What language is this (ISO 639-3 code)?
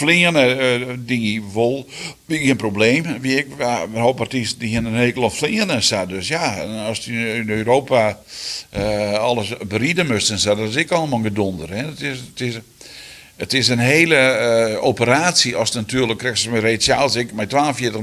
fry